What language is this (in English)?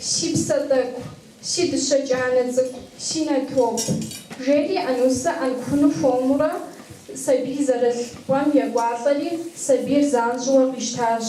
Kabardian